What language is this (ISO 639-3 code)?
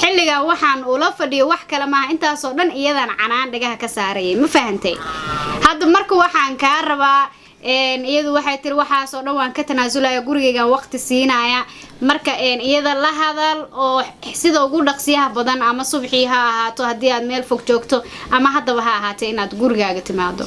som